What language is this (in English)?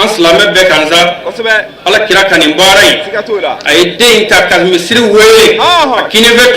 Bambara